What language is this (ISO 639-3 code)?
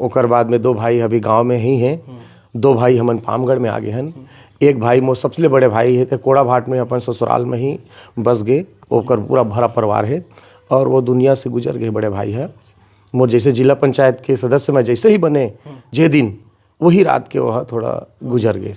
hne